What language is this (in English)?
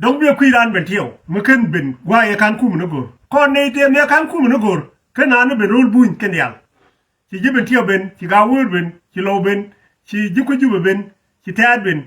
Nuer